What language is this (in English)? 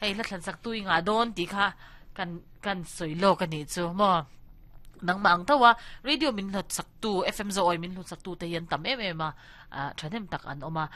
Mizo